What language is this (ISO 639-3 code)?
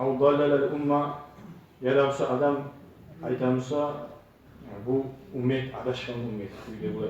kum